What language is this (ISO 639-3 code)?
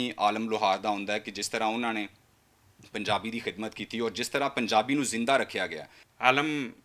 lah